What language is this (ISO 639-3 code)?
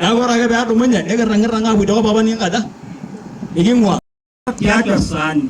mas